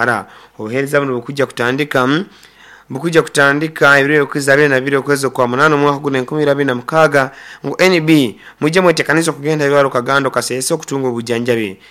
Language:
Nyoro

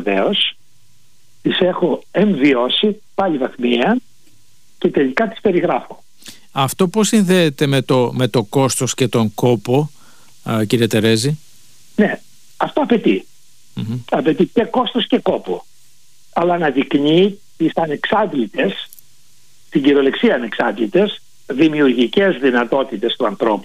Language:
Greek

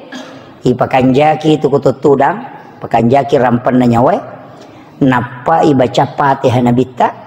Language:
Buginese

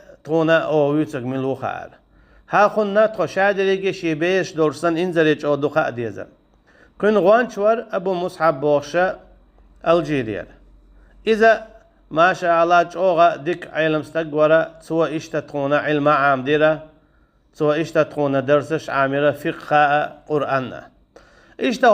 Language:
Chechen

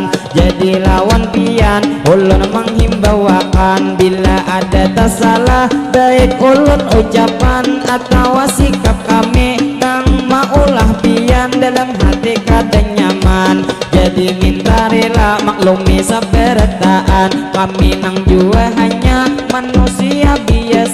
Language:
Banjar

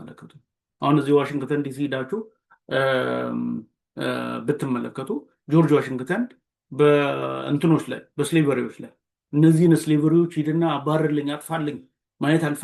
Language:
Amharic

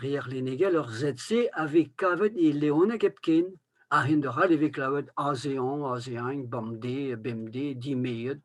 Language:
Breton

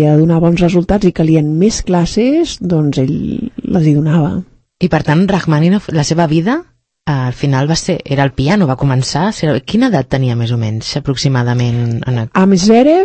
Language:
Catalan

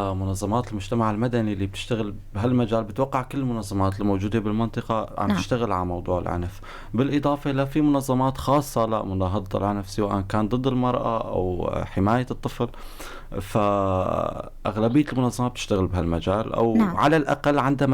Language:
North Levantine Arabic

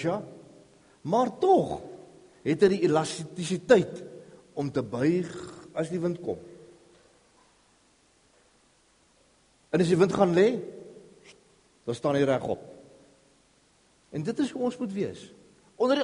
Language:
Afrikaans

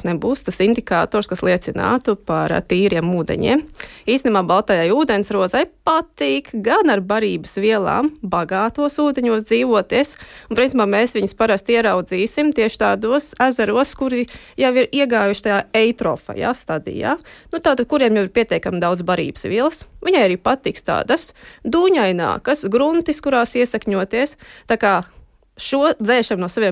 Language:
Latvian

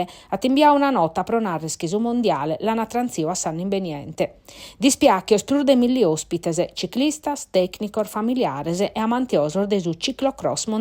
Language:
Sardinian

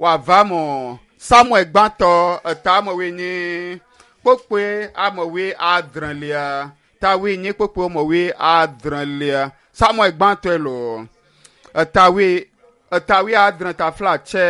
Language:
Ewe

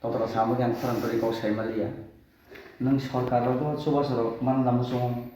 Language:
Kok Borok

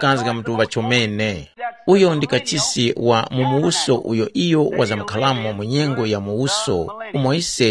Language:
Tumbuka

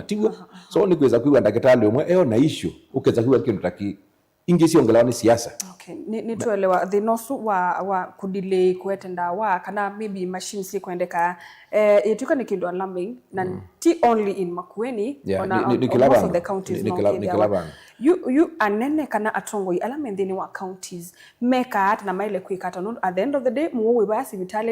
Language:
Kamba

